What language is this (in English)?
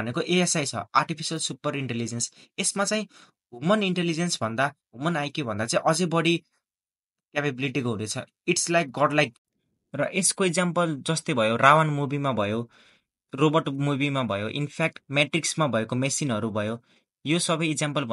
Nepali